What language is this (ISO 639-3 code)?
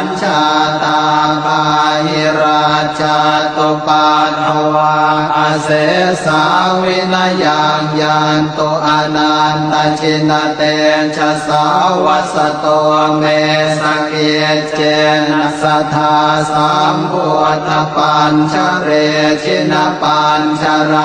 pli